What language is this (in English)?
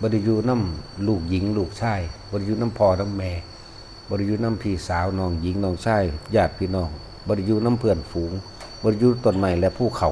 Northeastern Thai